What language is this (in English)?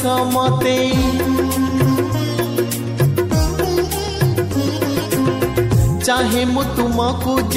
Odia